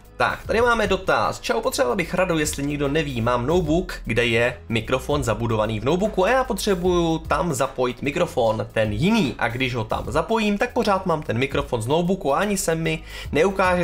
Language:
Czech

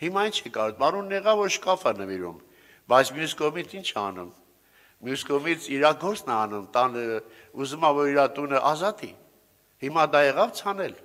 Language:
Armenian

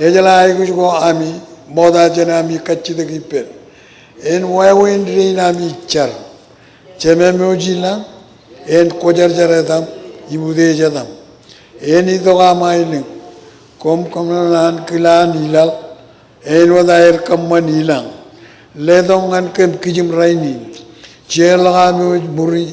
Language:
Marshallese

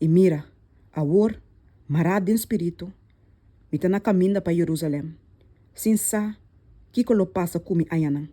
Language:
Papiamento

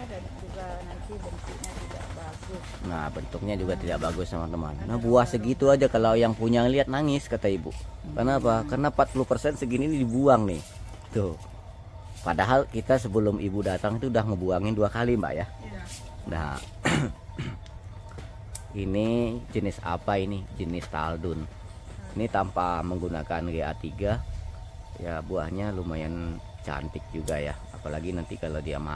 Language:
Indonesian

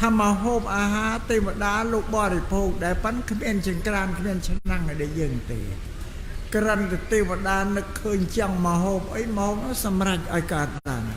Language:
Khmer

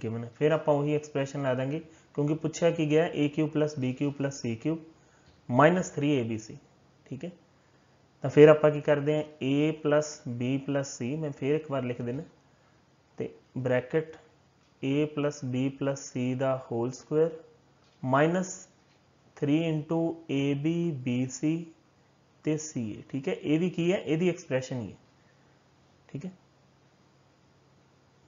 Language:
Punjabi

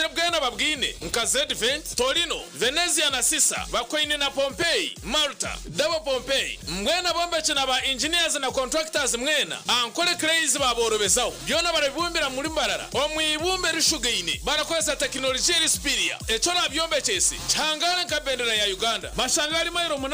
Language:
Nyankole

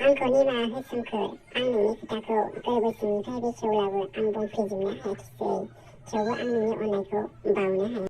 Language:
Bodo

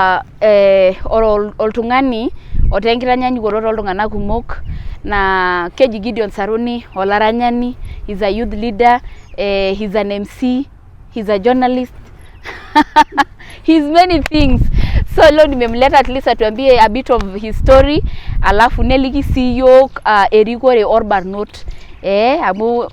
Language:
Masai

